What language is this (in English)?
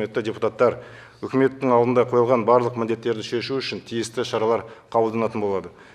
Kazakh